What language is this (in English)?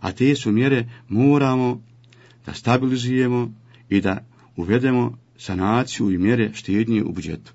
Bosnian